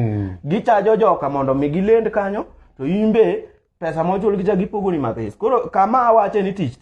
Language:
Luo (Kenya and Tanzania)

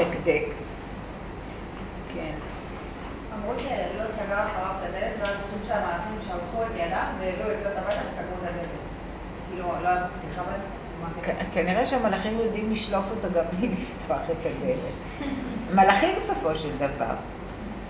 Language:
Hebrew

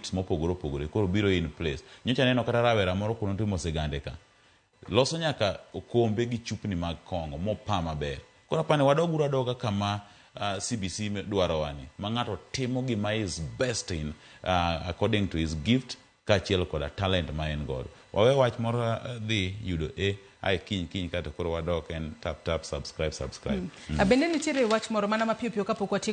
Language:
Luo (Kenya and Tanzania)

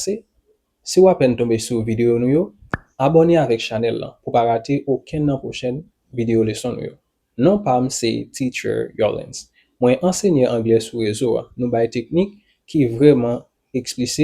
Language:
Haitian Creole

